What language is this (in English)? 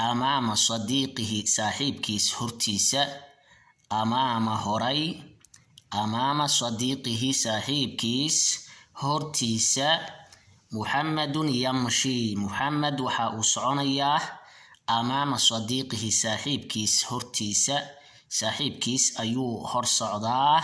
Somali